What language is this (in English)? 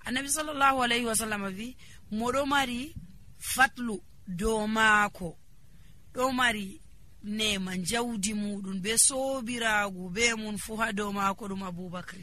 Nigerian Fulfulde